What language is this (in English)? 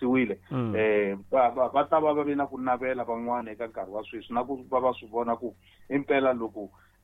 Tsonga